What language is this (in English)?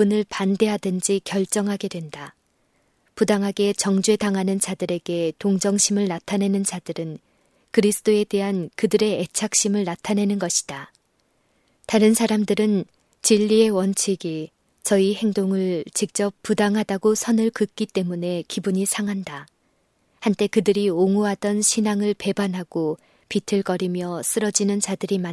Korean